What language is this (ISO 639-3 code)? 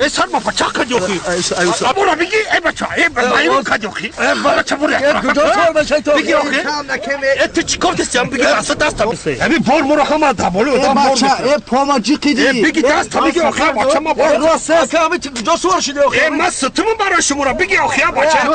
tgk